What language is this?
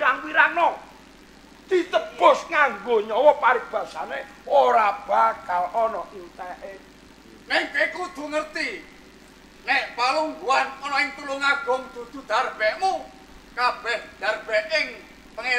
Javanese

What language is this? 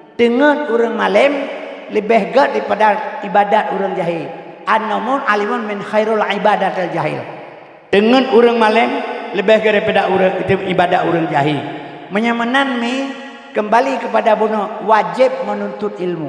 Achinese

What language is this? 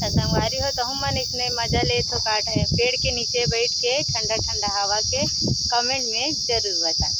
Chhattisgarhi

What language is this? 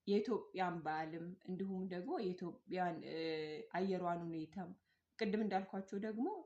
Amharic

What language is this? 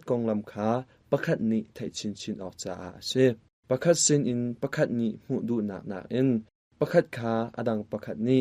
Hakha Chin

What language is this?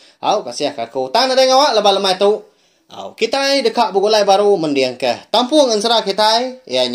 Iban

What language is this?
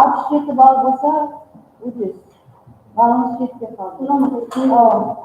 Kara-Kalpak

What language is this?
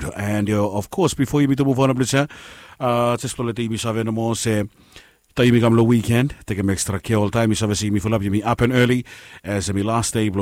Bislama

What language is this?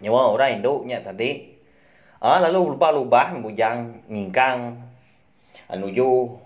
Iban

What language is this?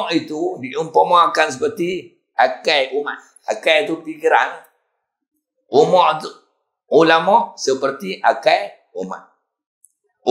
Malay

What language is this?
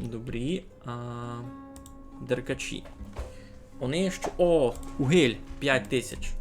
Rusyn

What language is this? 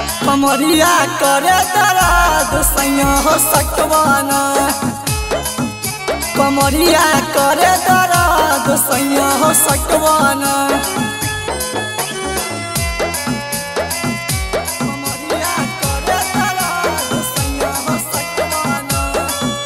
Bhojpuri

